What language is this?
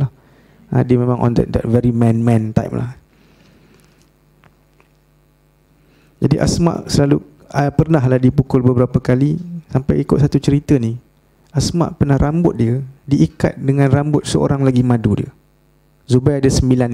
Malay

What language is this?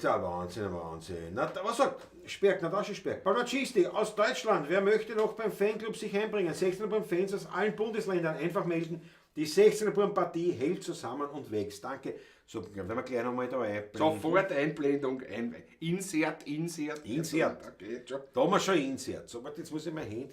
Bavarian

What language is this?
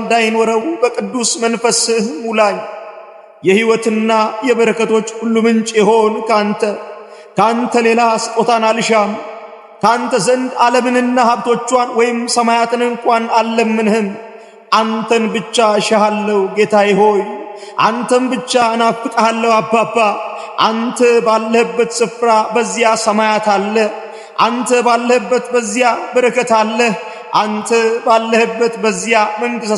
Amharic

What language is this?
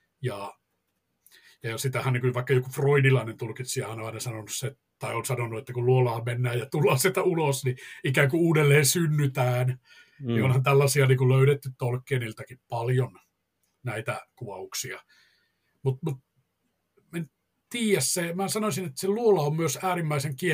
Finnish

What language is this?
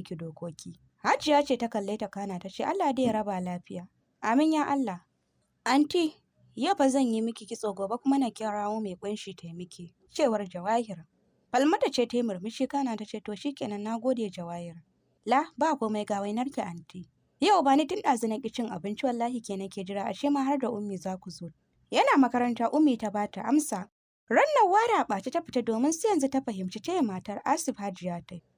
Hausa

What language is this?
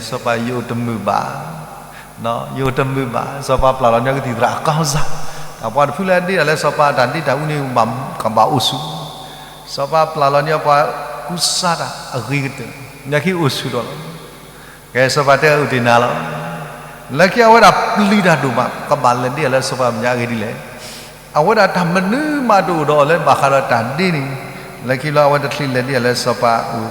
S'gaw Karen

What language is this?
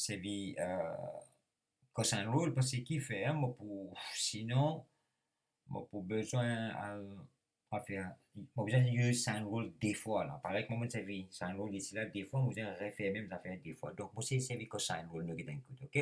Morisyen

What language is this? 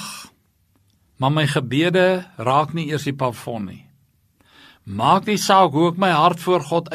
Afrikaans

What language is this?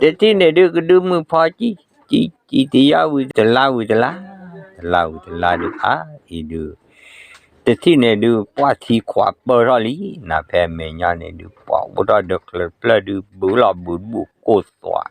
S'gaw Karen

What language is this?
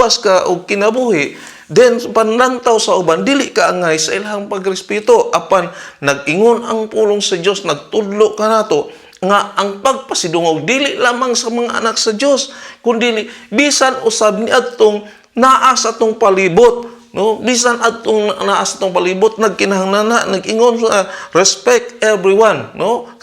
Cebuano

